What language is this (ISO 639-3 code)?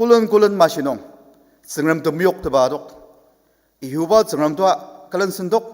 njo